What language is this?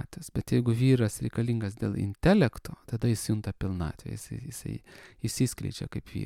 Lithuanian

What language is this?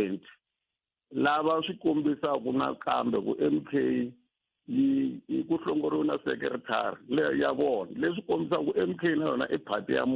Tsonga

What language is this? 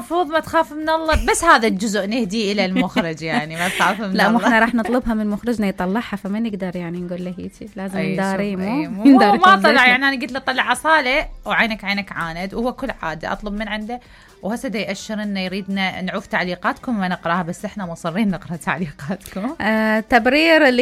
Mesopotamian Arabic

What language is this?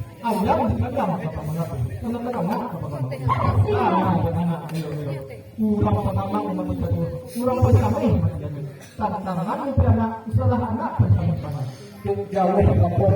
Minangkabau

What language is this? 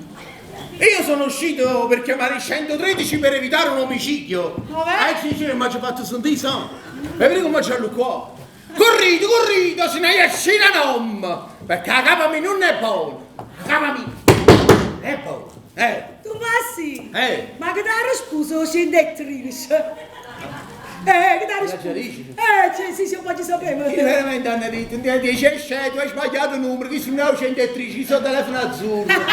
Neapolitan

